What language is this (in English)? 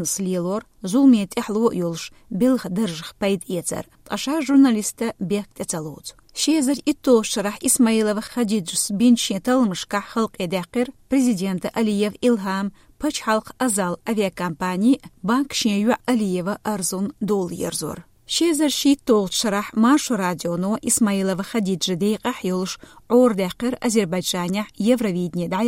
Chechen